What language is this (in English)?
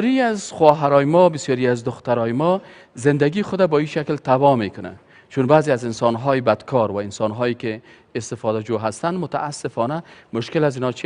Persian